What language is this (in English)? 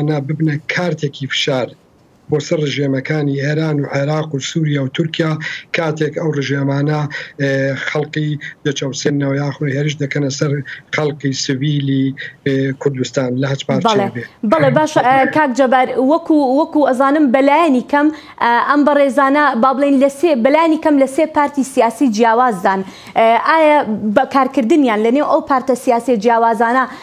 Central Kurdish